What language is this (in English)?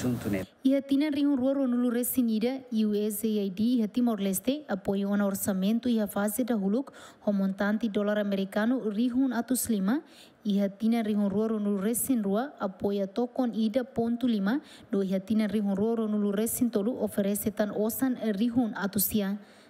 Tetum